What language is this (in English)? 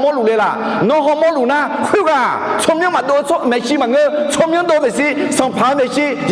Akha